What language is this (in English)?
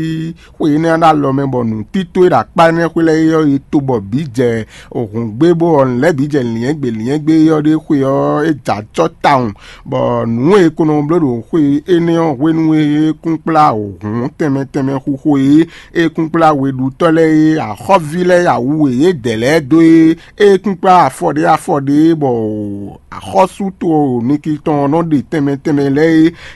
Fon